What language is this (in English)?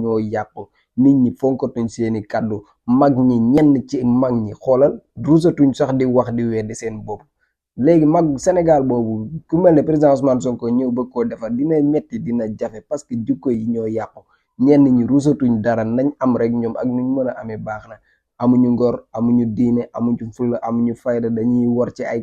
Wolof